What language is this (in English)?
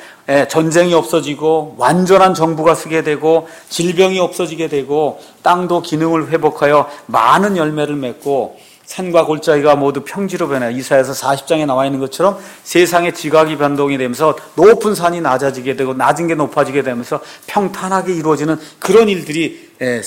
Korean